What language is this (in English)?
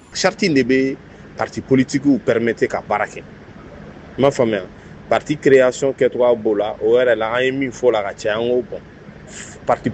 Bambara